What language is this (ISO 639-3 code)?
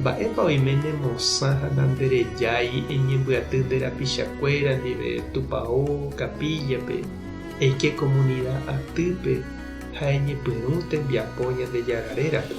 grn